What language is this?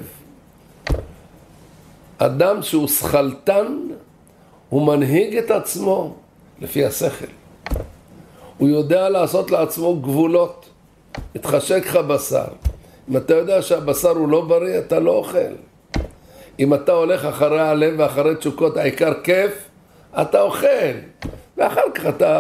Hebrew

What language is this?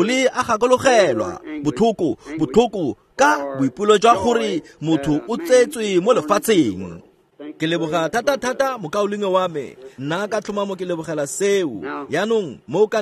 Tswana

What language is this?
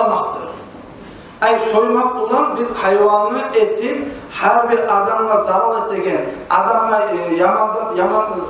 Kumyk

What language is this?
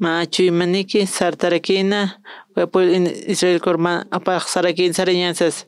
Aymara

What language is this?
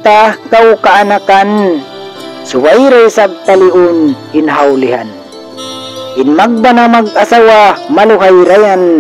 Tausug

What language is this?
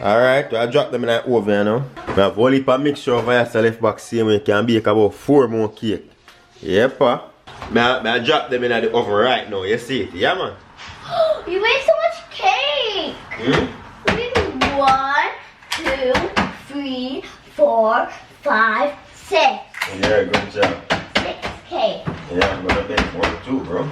Jamaican Creole English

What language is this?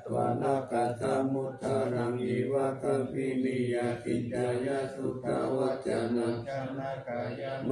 Pali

